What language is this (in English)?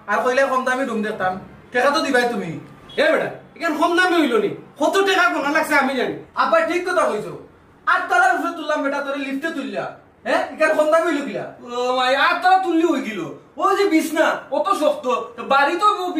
Sylheti